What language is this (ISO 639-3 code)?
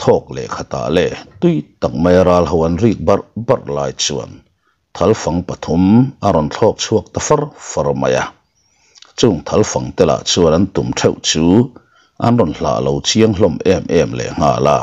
lus